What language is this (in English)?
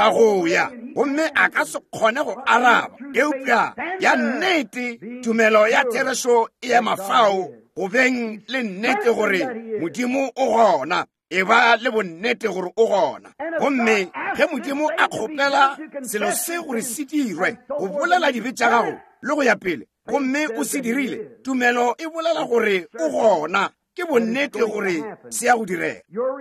Northern Sotho